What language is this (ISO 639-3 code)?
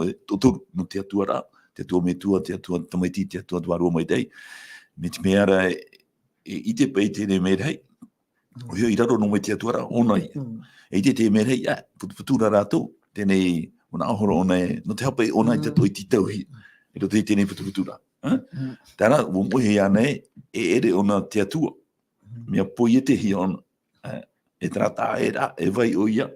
tah